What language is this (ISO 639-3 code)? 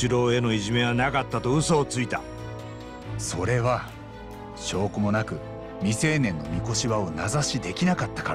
jpn